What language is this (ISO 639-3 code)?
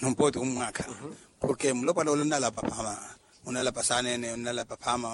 vmw